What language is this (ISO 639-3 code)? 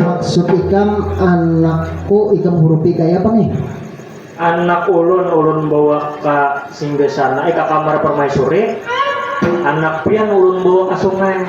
bjn